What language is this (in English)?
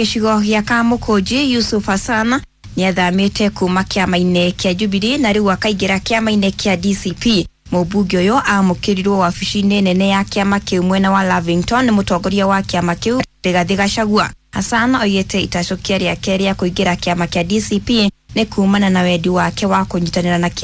Kikuyu